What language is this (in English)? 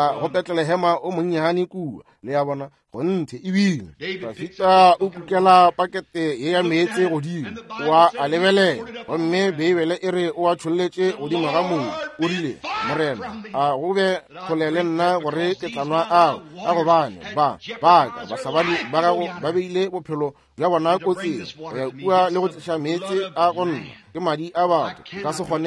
Northern Sotho